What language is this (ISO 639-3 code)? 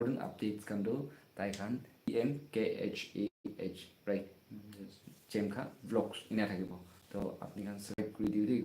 nag